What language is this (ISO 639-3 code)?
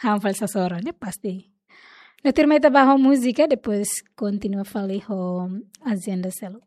tet